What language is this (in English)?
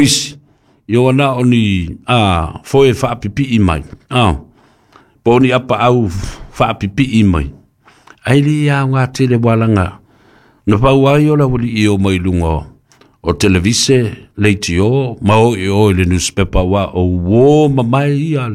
Samoan